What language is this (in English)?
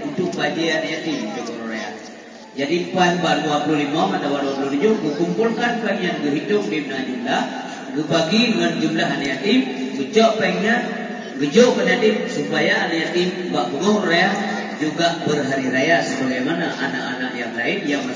Achinese